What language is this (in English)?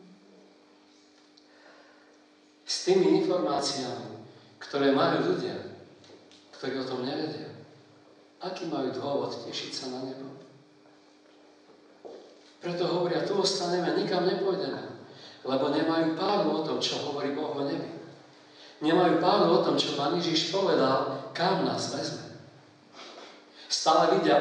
Slovak